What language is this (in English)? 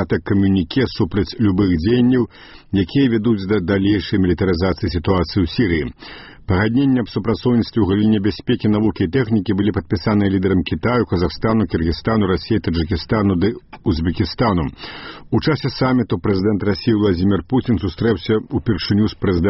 Belarusian